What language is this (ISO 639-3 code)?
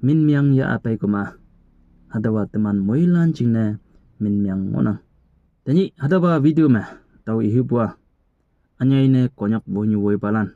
nbe